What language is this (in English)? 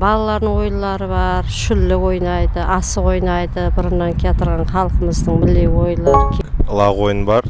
Kara-Kalpak